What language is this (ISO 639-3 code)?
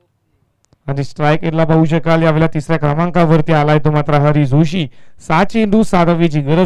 mar